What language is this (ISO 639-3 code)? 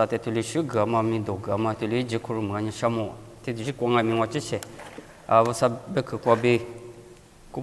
lis